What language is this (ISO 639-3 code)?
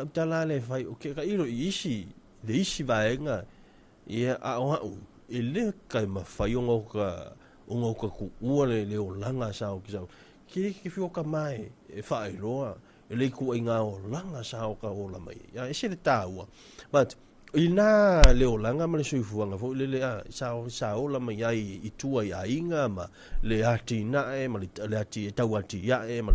smo